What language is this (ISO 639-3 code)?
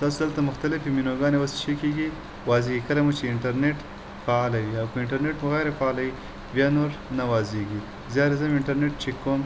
pus